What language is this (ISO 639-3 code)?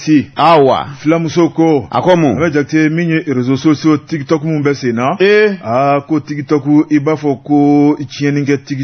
bam